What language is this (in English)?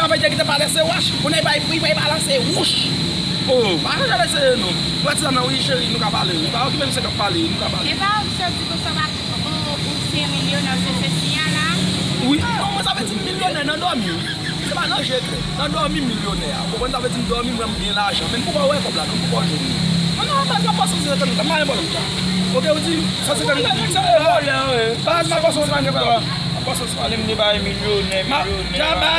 Haitian Creole